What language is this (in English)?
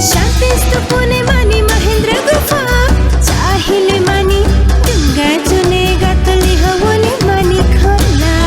Newari